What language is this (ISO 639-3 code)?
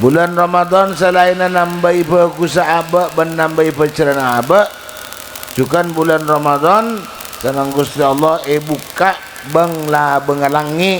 mad